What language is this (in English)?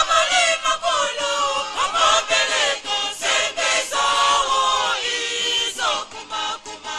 Nyanja